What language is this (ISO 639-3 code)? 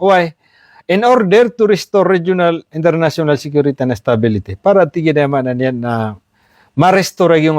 mrw